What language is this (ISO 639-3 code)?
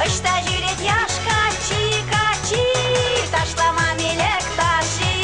chv